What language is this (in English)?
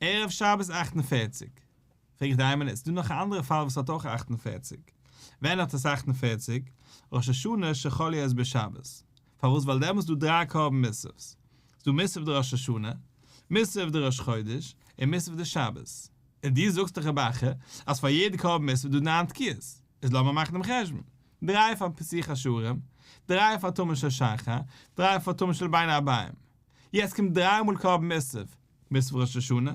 Yiddish